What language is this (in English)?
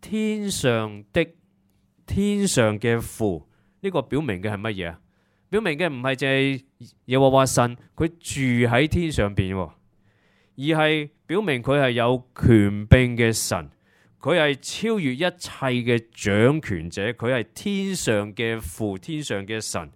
Cantonese